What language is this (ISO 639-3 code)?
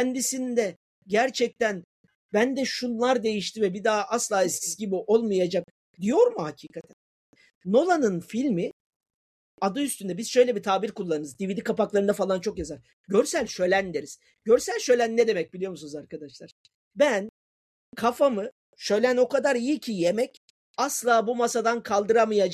tur